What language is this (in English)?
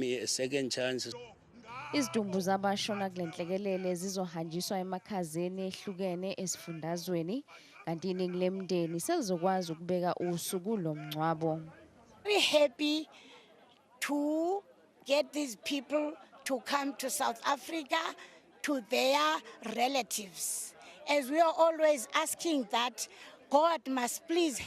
Zulu